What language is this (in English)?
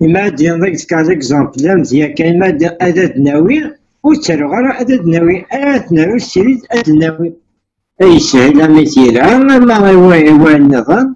Kabyle